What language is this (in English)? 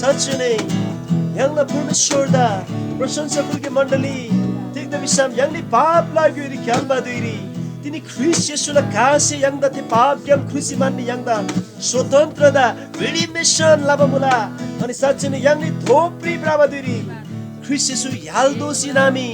Eastern Tamang